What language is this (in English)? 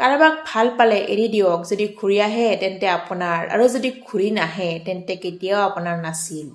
Assamese